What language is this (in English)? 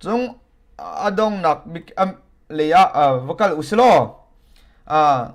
Hakha Chin